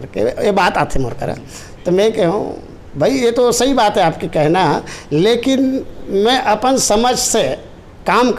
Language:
Chhattisgarhi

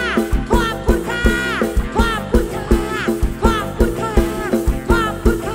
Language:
Northeastern Thai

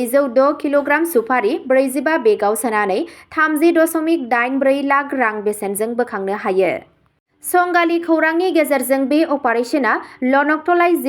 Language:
Bodo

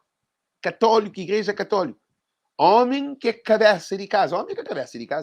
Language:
Kabuverdianu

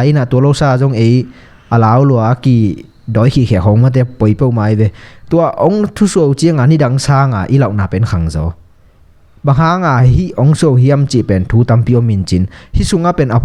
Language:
Tedim Chin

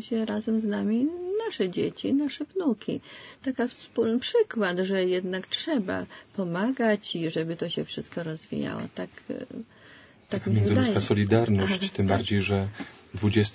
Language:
Polish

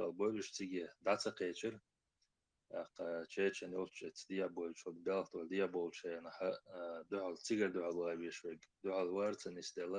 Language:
Chechen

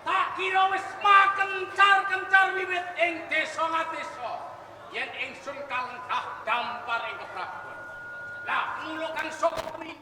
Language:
Javanese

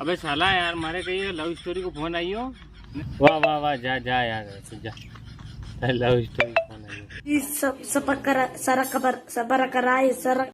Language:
Rajasthani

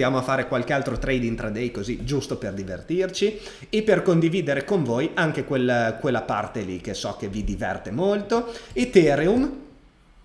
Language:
Italian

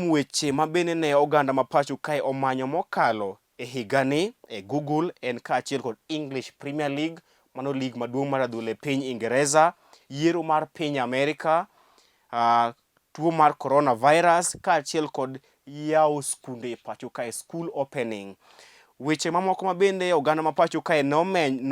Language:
Luo (Kenya and Tanzania)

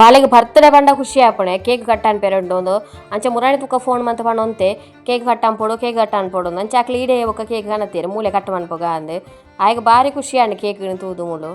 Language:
Tulu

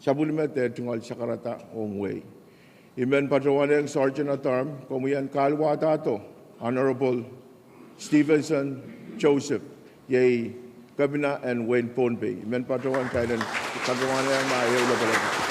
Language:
Pohnpeian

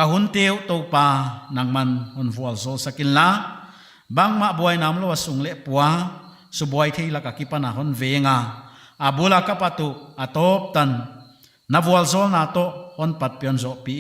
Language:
Paite Chin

